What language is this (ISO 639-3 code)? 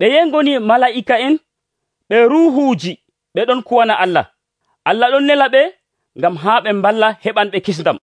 fuv